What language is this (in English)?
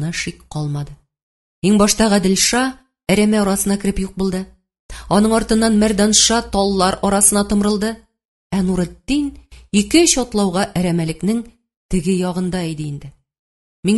Tatar